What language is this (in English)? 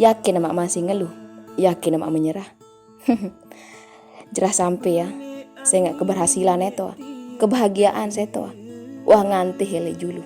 Sasak